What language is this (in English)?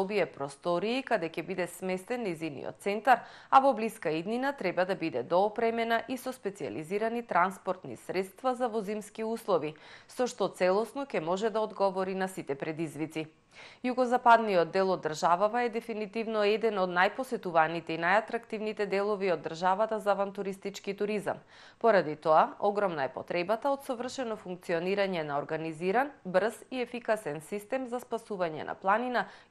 Macedonian